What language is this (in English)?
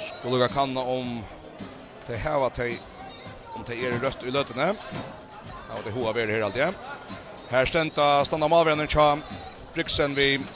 Faroese